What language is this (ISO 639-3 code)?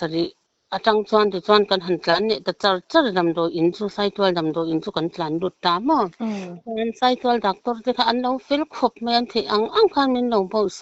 lus